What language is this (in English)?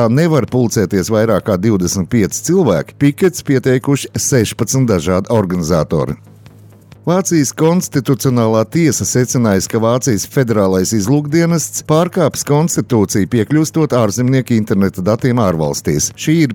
Latvian